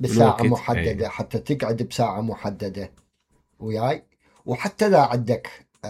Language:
Mesopotamian Arabic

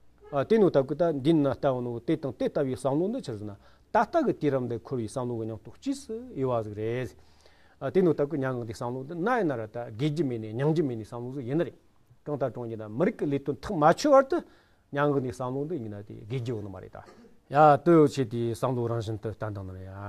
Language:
Tibetan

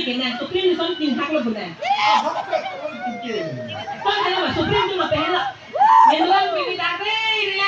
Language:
Karbi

